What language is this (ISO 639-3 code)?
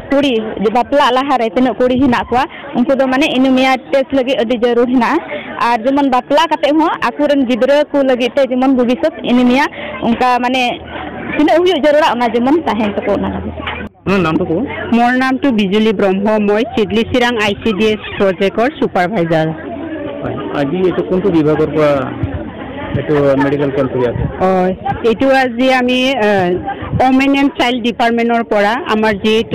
sat